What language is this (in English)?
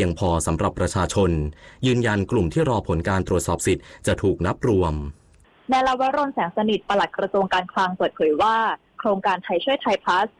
Thai